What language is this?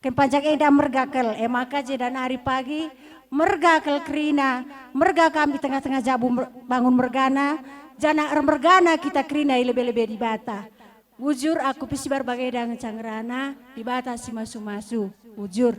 Batak Karo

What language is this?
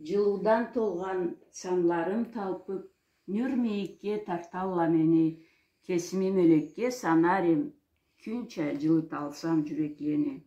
Karachay-Balkar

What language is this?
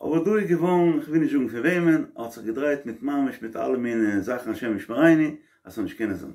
Yiddish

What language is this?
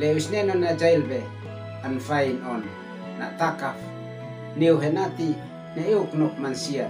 Uab Meto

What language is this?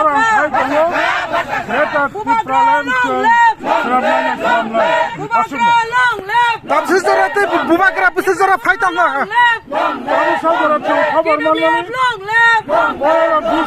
Kok Borok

